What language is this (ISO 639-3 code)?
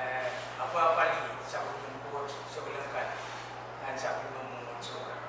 pon